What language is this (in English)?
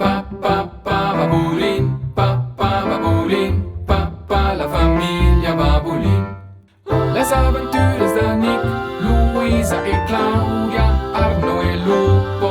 Romansh